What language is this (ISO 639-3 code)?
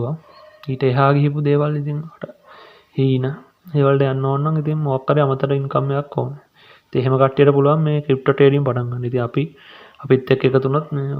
sin